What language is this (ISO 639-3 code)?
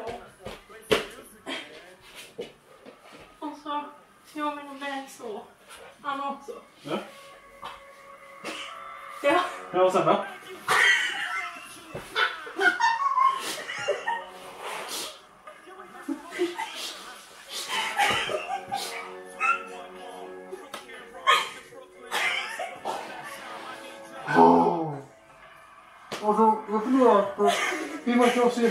swe